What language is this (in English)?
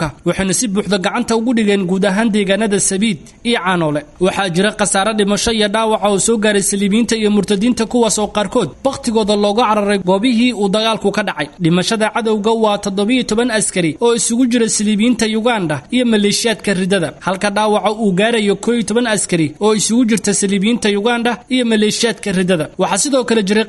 Somali